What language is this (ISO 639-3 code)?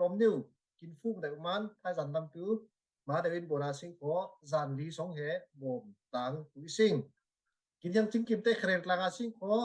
cfm